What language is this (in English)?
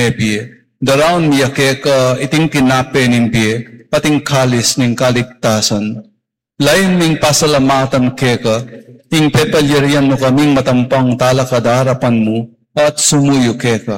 Pampanga